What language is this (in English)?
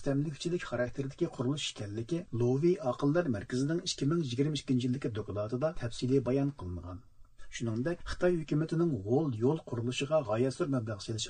Uyghur